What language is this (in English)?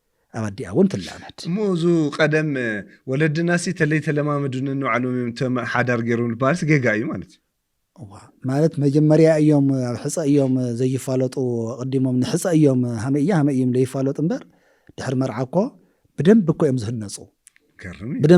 Tigrinya